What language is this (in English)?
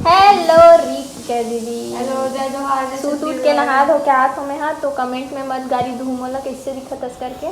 Chhattisgarhi